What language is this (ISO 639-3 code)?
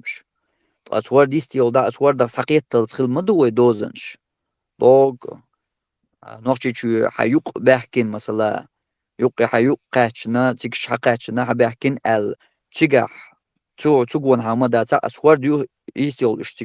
che